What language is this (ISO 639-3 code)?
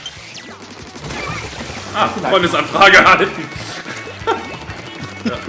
deu